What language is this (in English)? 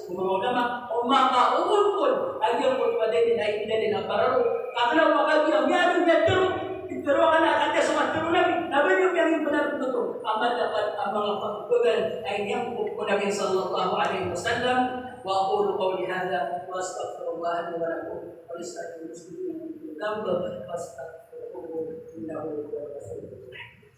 Maranao